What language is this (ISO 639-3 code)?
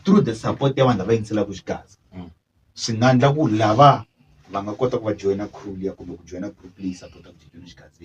tso